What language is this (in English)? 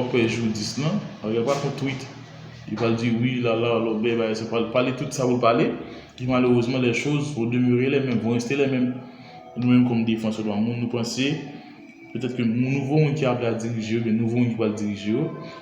Haitian Creole